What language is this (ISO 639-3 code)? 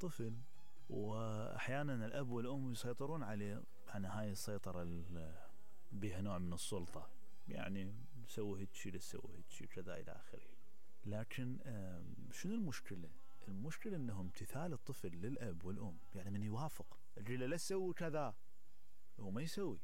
acm